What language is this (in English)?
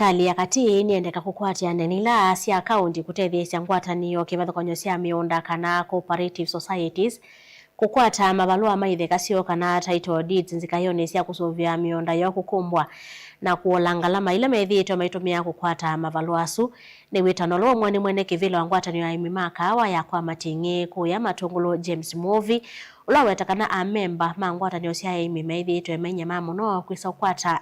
Kamba